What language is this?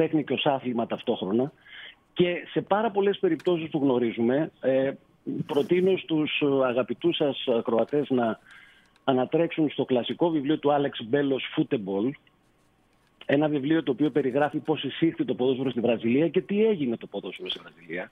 Greek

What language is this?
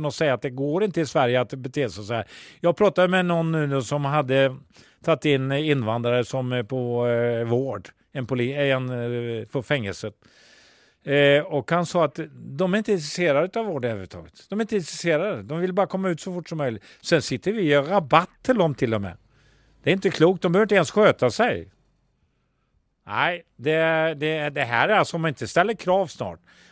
Swedish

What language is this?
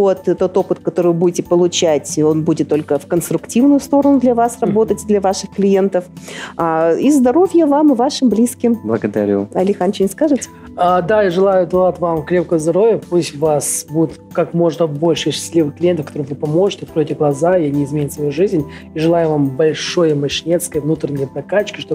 Russian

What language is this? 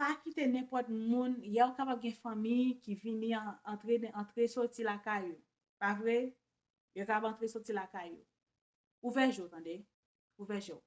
Haitian Creole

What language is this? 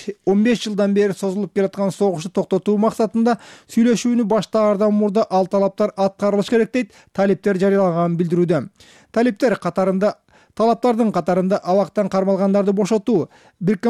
Kyrgyz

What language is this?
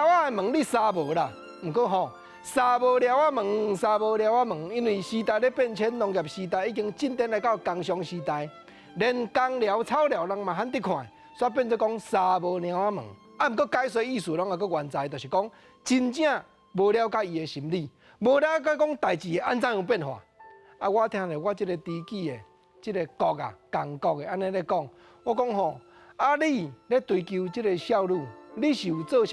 Min Nan Chinese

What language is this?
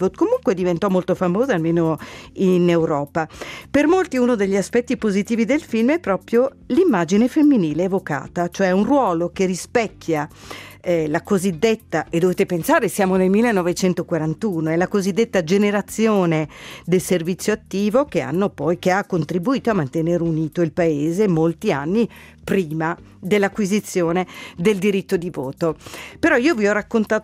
Italian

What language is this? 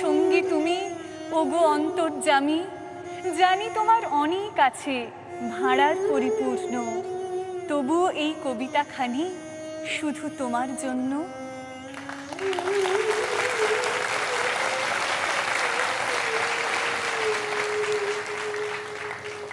Bangla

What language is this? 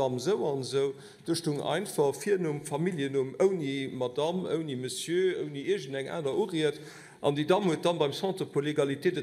Luxembourgish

